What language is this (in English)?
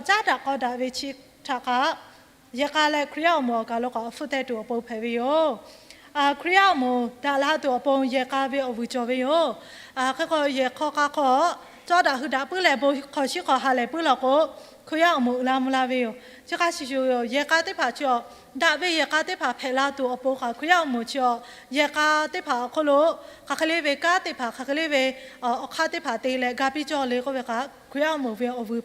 Lahu